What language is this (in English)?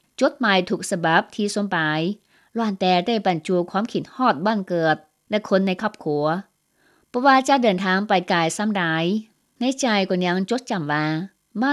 Lao